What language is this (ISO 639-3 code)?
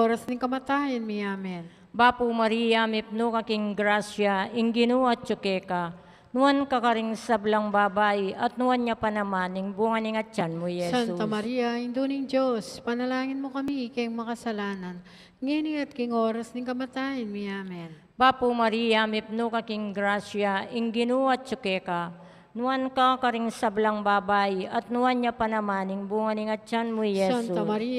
pam